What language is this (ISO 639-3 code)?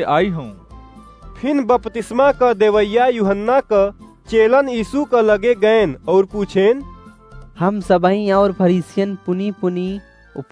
awa